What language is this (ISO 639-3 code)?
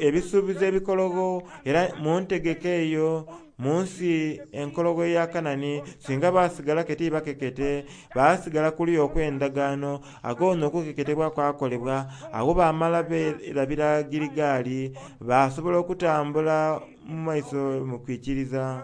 xog